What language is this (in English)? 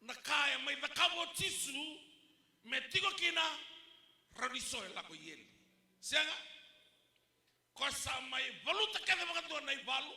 Fijian